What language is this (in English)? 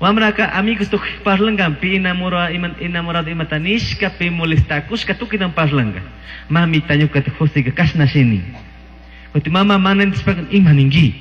Chimborazo Highland Quichua